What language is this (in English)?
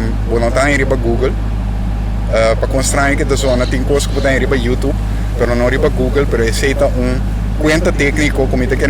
Papiamento